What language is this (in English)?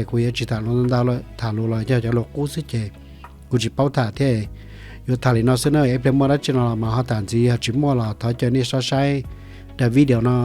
Hmong